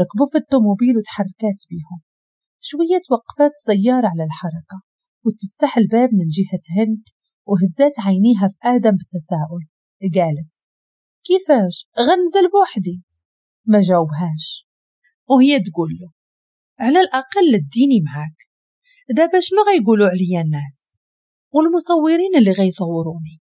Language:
Moroccan Arabic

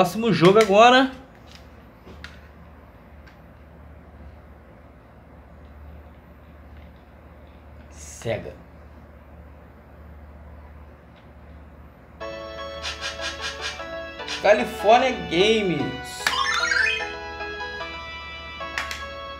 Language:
Portuguese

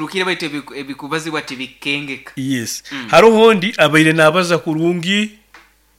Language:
Nyoro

